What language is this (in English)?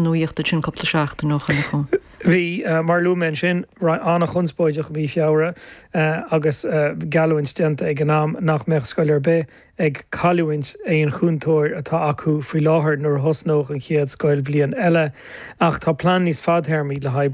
Irish